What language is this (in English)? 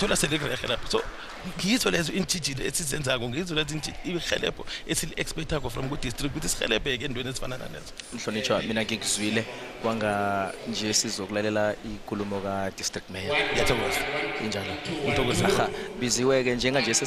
South Ndebele